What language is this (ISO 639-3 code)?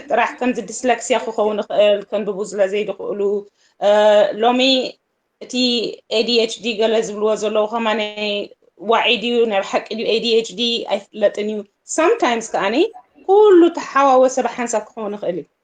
tir